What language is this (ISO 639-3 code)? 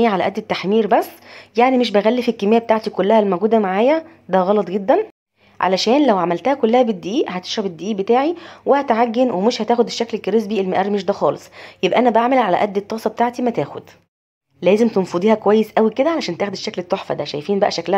arz